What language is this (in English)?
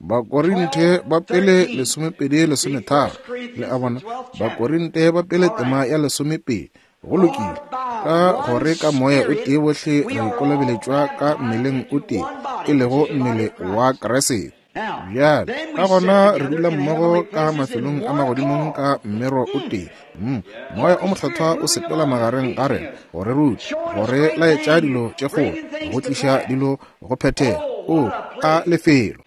Northern Sotho